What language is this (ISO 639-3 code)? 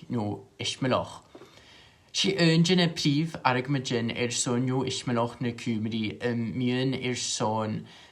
gla